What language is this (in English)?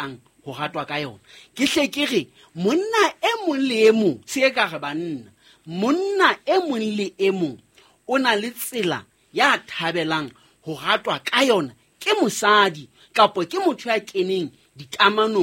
Southern Sotho